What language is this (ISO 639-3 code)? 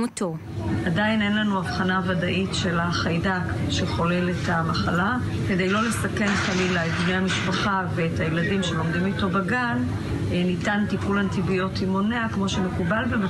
heb